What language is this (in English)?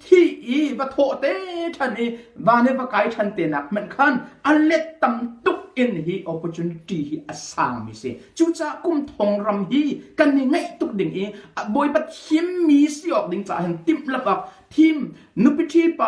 Hakha Chin